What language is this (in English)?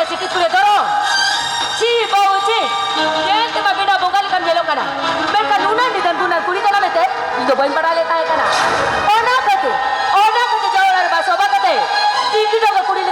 Santali